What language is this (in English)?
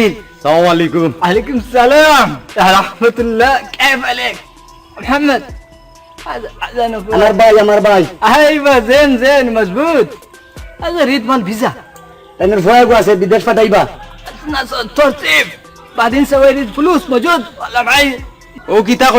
Sylheti